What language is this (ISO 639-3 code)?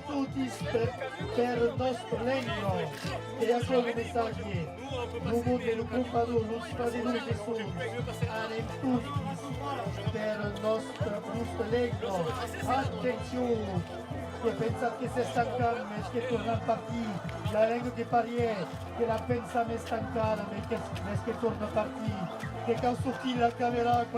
oci